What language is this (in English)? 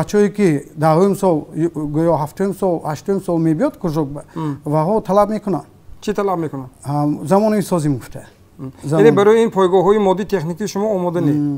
Tajik